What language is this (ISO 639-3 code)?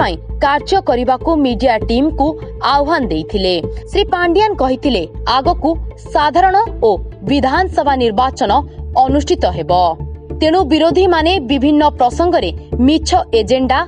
ori